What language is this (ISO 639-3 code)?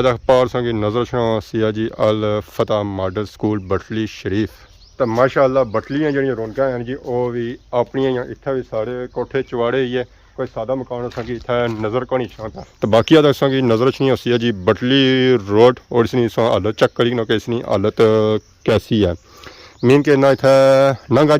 phr